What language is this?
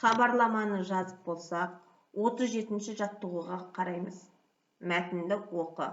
Kazakh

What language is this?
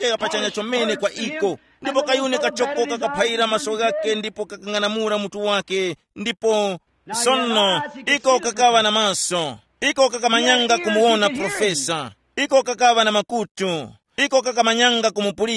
Tumbuka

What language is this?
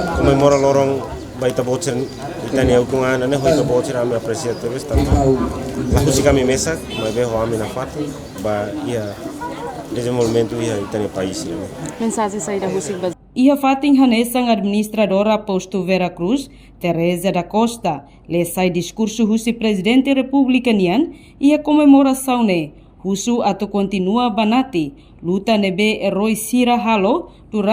Tetum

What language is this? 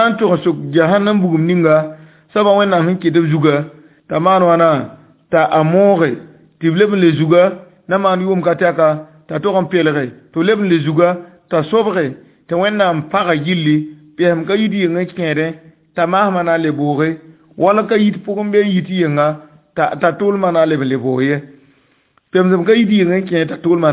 Mossi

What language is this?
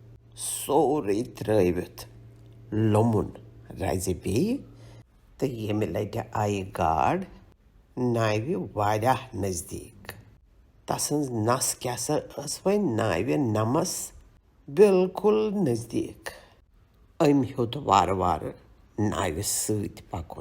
Kashmiri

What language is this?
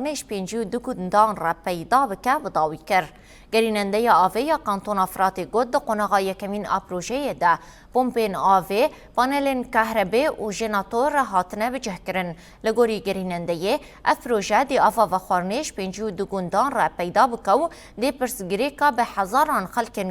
Kurdish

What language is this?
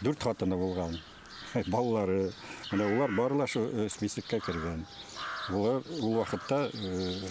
Bashkir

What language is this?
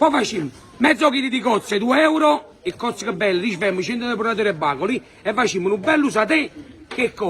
Neapolitan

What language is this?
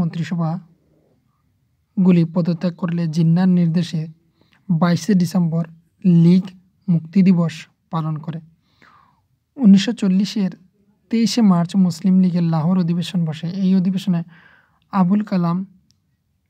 Bangla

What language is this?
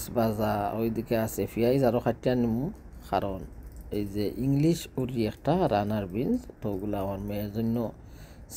Sylheti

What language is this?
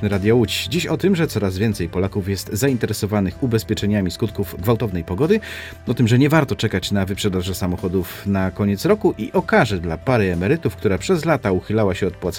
Polish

